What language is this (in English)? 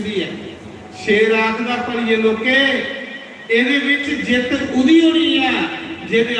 Dogri